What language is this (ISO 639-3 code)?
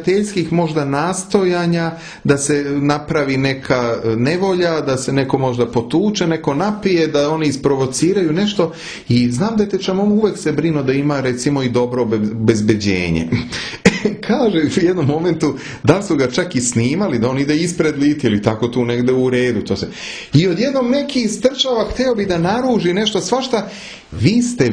srp